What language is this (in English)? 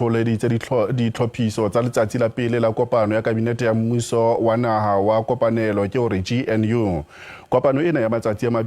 Southern Sotho